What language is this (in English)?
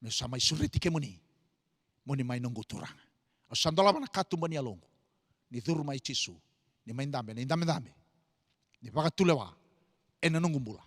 Fijian